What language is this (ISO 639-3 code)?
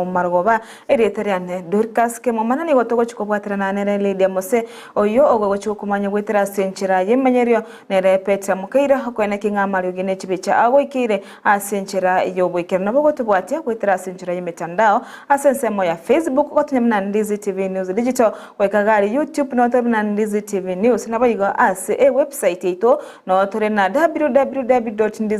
guz